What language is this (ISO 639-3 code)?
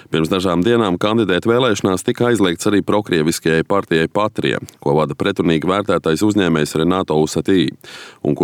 lav